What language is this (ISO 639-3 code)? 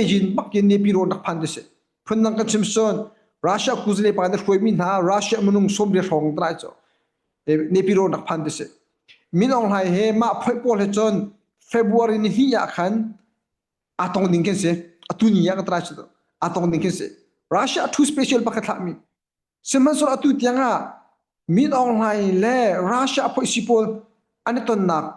cnh